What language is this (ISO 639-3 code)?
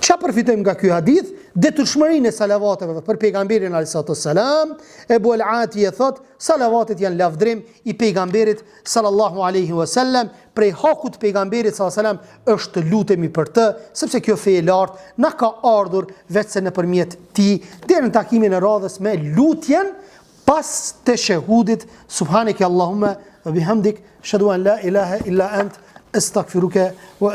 sqi